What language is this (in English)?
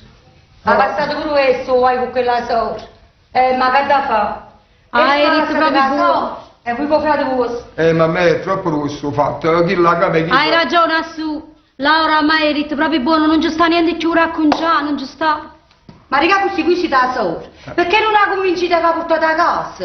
Neapolitan